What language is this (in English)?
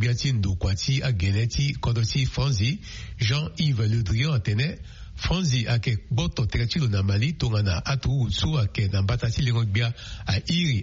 Sango